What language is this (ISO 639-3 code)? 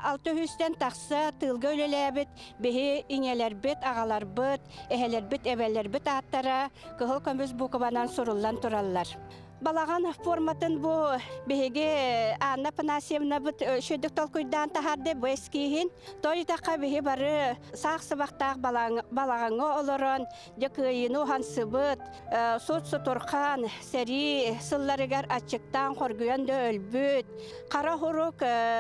sah